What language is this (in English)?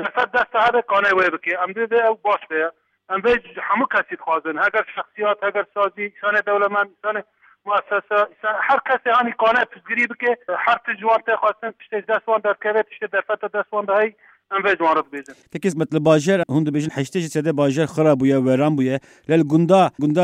Kurdish